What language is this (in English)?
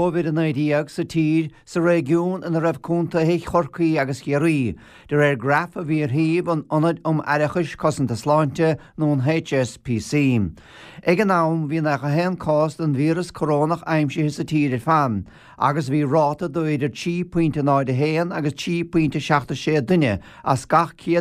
Irish